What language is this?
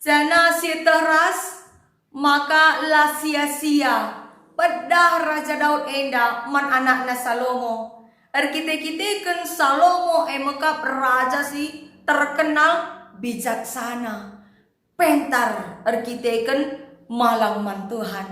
Batak Karo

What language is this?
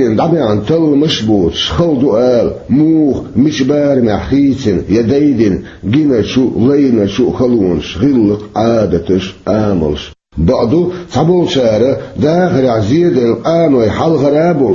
Chechen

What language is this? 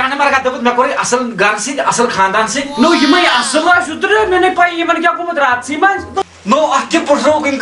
Kashmiri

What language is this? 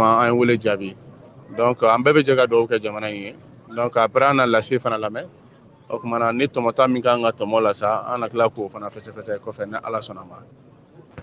Bambara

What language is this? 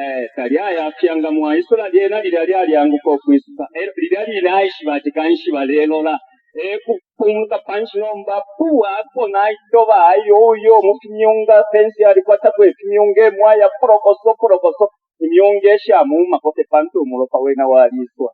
Bemba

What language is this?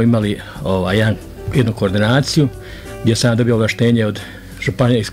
Croatian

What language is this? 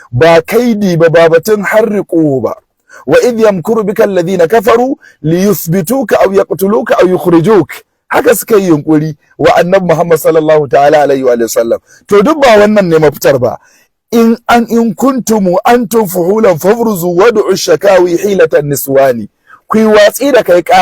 Hausa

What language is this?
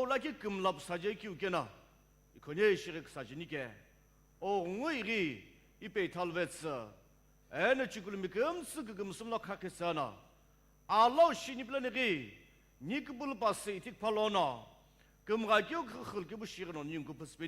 Sumi Naga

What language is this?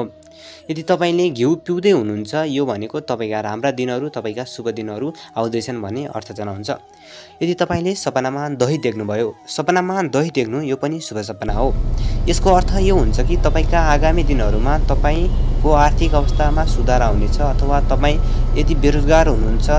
Nepali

